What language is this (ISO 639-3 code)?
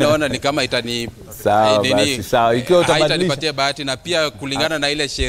swa